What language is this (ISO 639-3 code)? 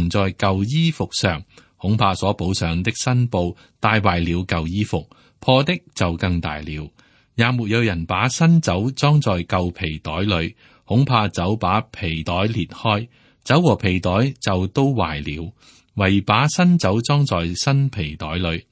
yue